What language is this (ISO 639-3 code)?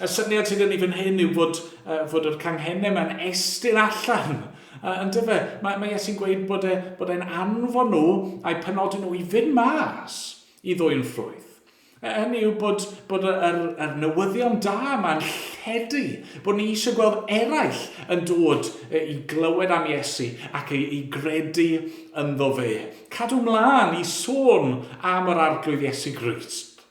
cym